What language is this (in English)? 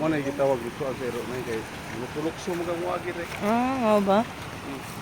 Cebuano